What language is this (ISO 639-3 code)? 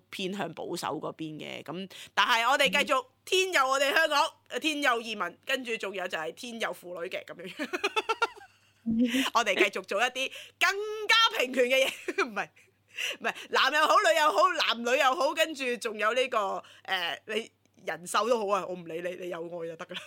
yue